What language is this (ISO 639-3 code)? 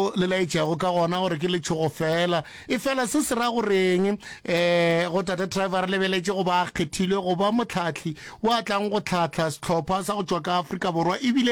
nso